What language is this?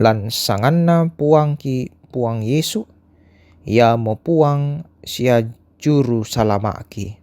Toraja-Sa'dan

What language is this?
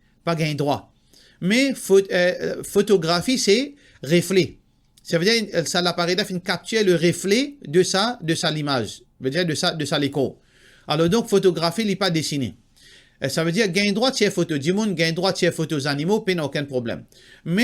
Morisyen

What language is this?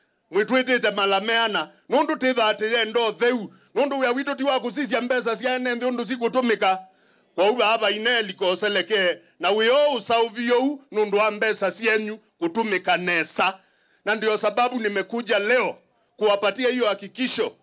Kamba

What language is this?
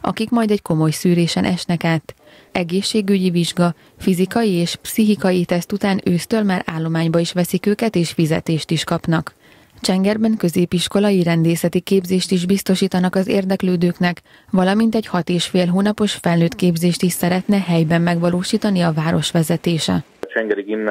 Hungarian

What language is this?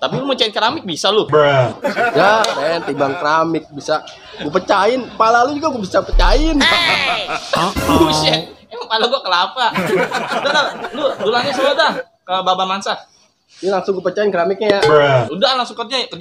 Betawi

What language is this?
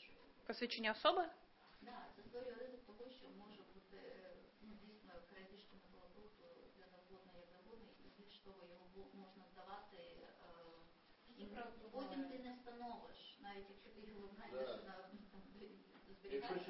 Ukrainian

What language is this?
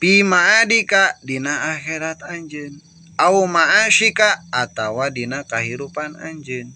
Sundanese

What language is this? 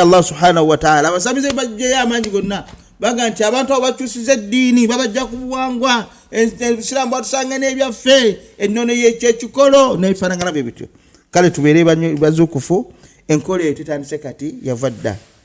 Ganda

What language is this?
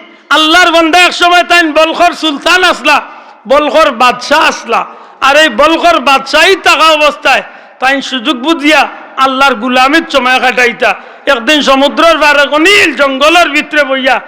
Sylheti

